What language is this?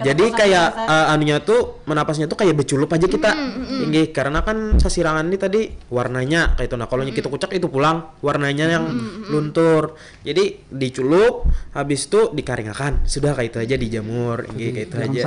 Banjar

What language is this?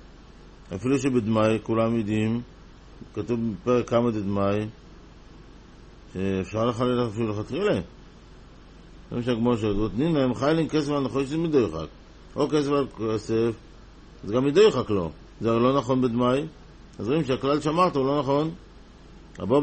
Hebrew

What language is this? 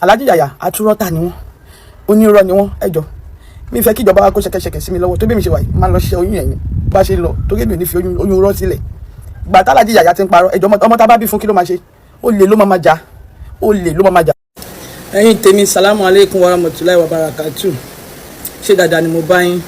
Yoruba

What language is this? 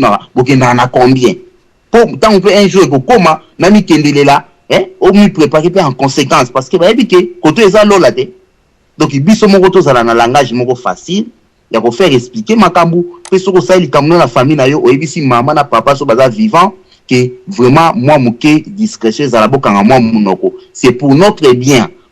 Lingala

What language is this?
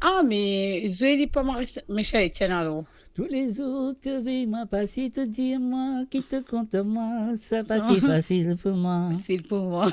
Morisyen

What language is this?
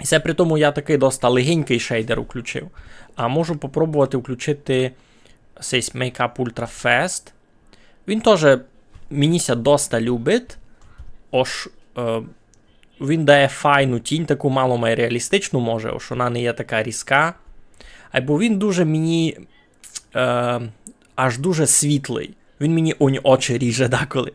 Rusyn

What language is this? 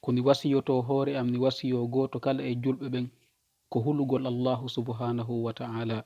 Fula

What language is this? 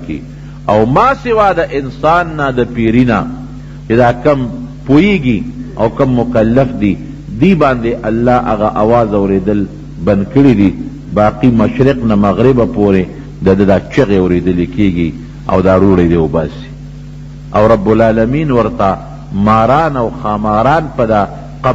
Pashto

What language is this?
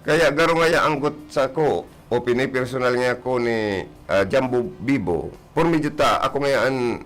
Bikol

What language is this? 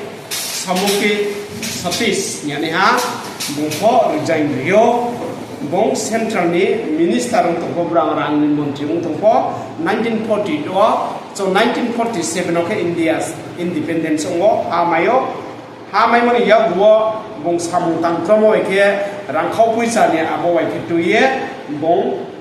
Riang (India)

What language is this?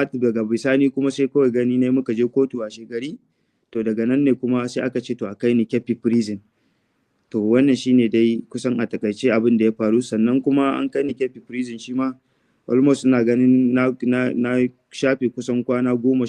Hausa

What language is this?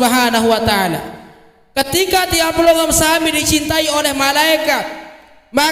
Sasak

